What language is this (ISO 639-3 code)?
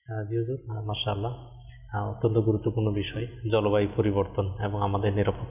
ben